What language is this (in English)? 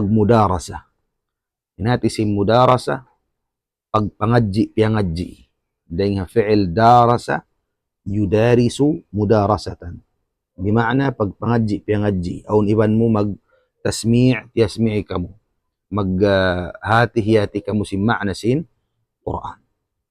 Tausug